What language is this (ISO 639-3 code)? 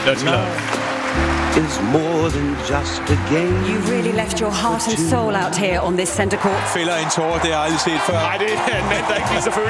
dan